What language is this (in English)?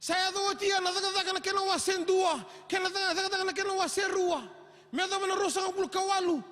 Fijian